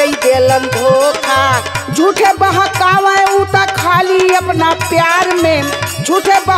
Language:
Bhojpuri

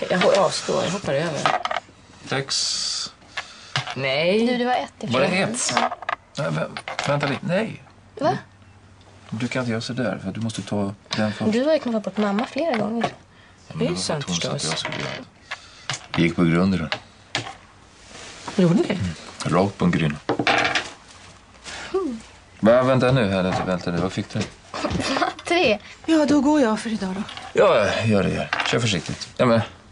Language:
Swedish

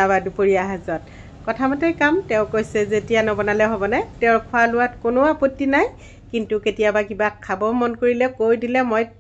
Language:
Assamese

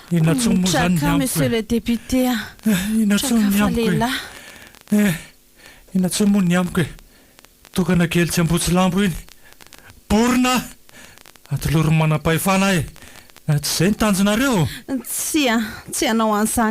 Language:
Malagasy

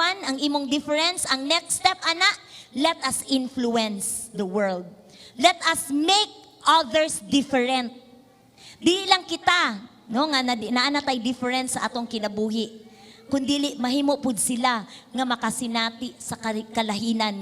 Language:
Cebuano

